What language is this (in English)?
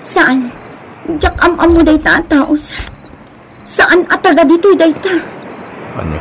Iloko